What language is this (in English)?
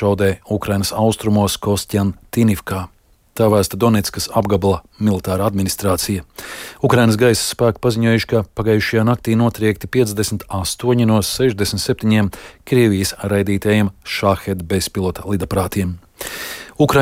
Latvian